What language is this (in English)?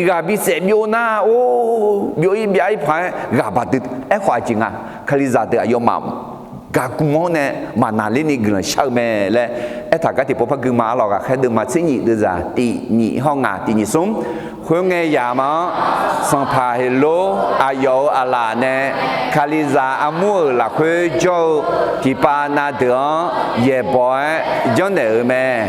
Akha